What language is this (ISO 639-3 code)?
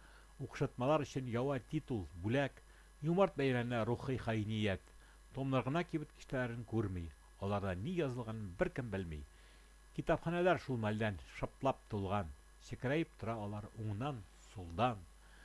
tat